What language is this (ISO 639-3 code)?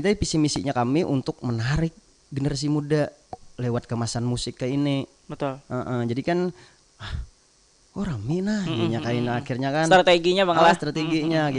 bjn